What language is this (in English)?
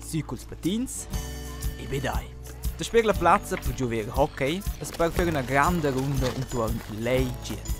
Romansh